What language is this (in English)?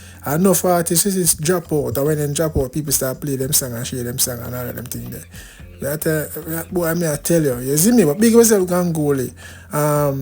Jamaican Creole English